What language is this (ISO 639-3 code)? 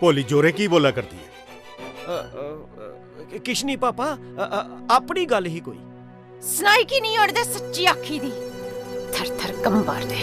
doi